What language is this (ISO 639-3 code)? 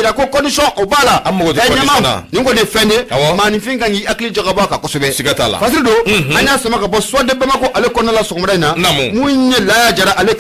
bam